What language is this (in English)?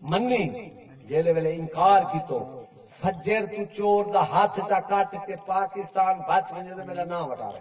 Saraiki